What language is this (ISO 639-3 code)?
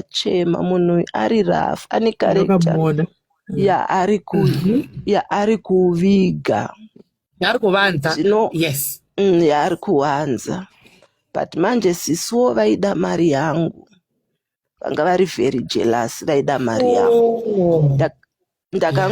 sna